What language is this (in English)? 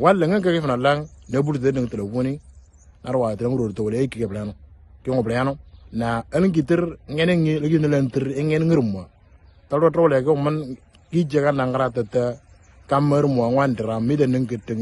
Moro